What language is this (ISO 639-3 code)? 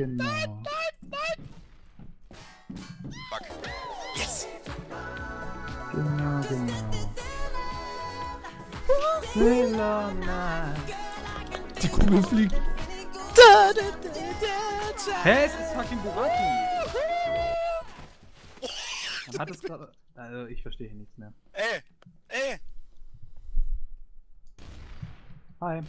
deu